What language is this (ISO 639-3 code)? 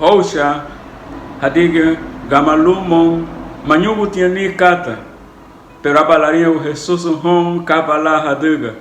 cab